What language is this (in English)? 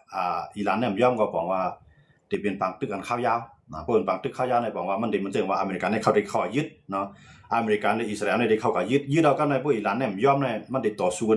Shan